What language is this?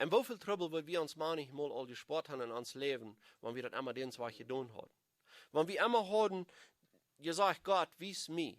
Plautdietsch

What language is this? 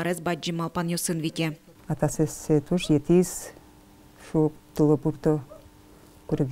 Udmurt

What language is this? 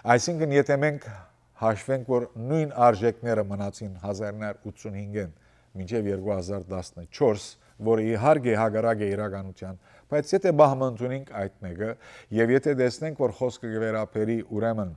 Western Armenian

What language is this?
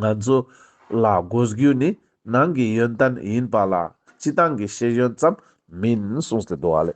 Ladakhi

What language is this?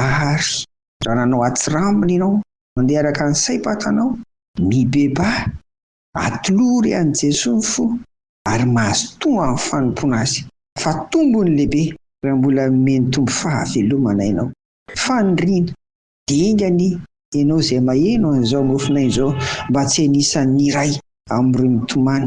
Malagasy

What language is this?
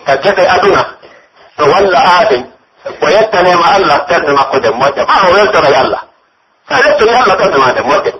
Pular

